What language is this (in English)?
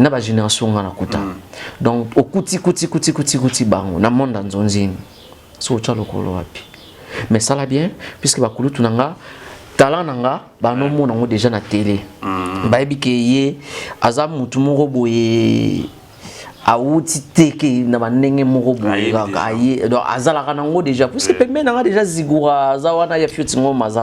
Lingala